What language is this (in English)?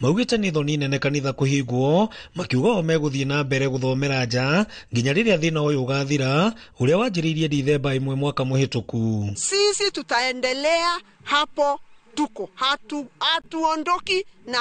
Kikuyu